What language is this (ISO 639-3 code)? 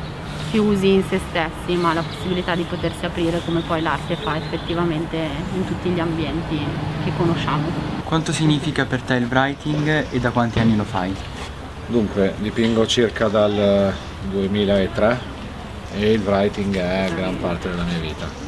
ita